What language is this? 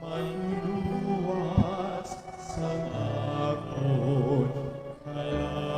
Hiligaynon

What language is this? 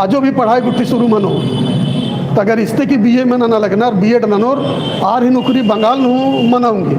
Kurukh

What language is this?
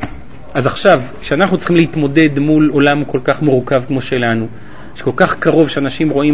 Hebrew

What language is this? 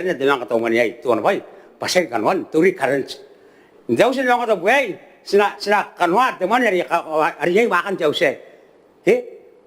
Gilbertese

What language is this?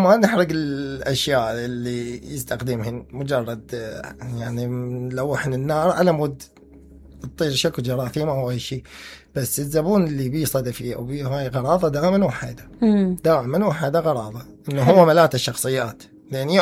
Mesopotamian Arabic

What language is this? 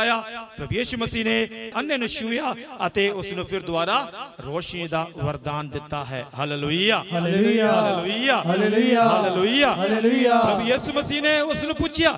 Punjabi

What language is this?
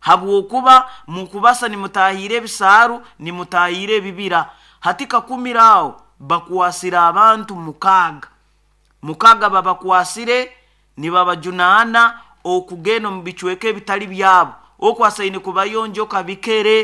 Nyoro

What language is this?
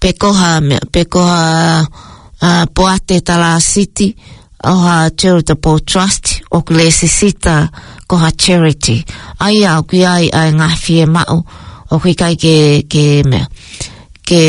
Tongan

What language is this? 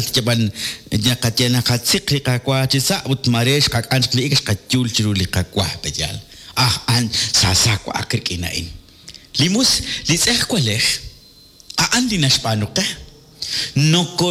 Kekchí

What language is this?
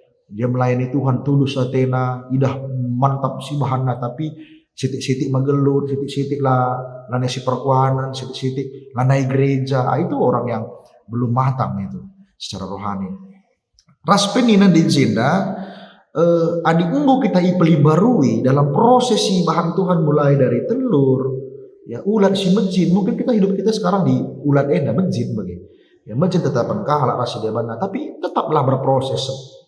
Batak Karo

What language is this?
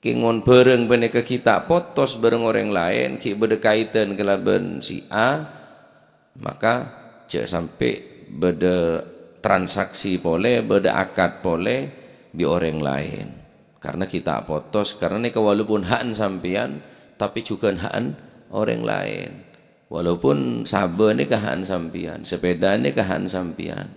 Madurese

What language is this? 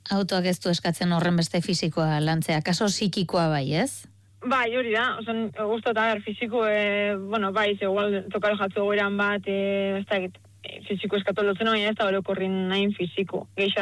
Basque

